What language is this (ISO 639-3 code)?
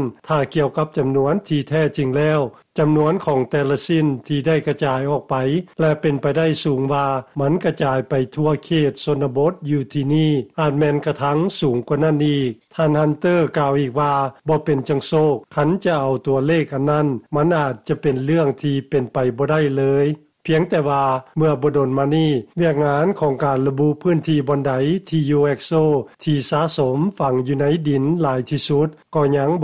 lao